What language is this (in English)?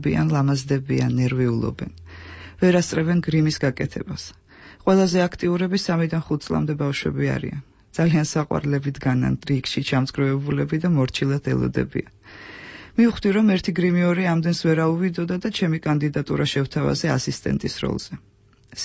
Georgian